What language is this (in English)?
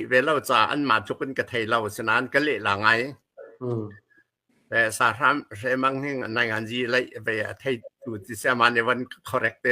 Hakha Chin